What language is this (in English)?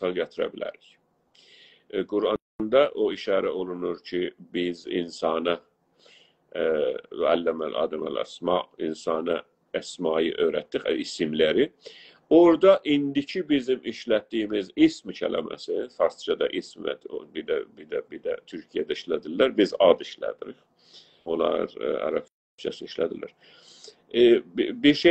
South Azerbaijani